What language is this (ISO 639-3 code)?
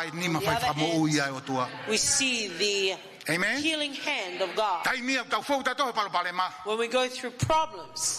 ton